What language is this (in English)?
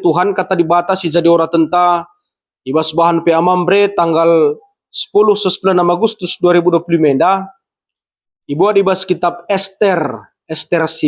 Batak Karo